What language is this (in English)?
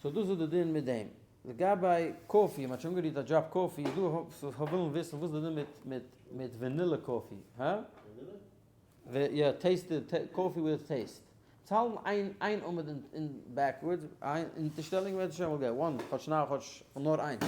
Yiddish